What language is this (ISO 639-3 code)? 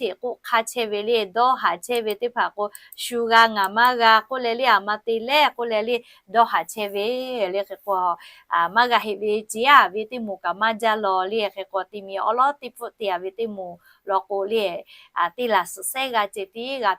lhu